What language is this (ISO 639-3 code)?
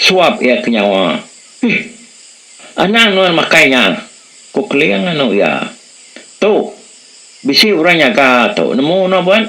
iba